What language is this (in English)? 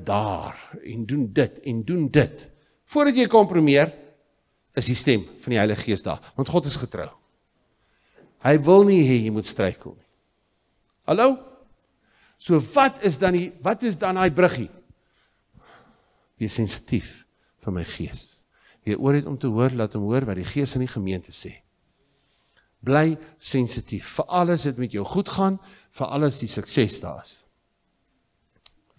Afrikaans